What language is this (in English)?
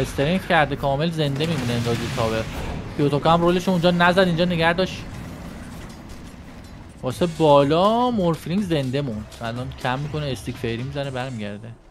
Persian